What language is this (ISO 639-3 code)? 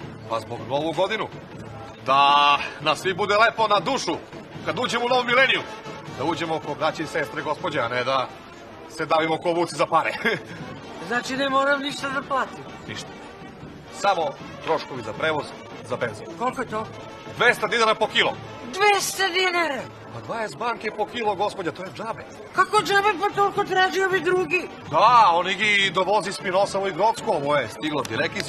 srp